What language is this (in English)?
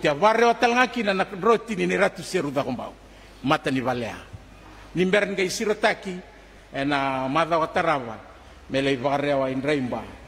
Fijian